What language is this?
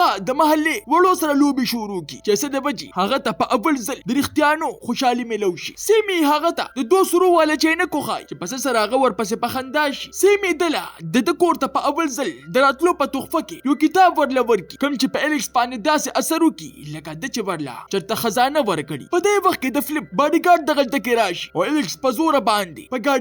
Pashto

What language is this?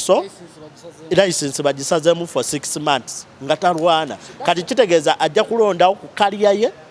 Ganda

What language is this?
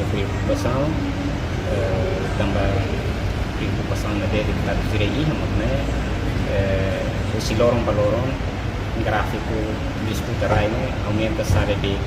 Tetum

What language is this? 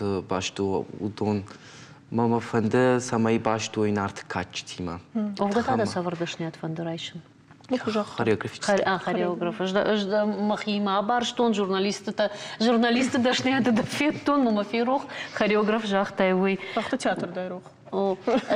Ossetic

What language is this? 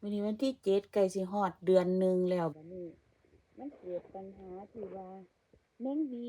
Northeastern Thai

